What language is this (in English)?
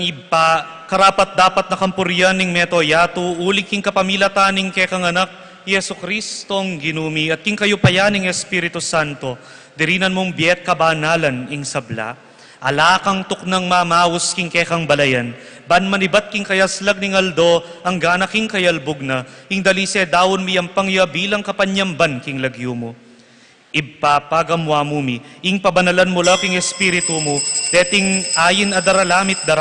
Pampanga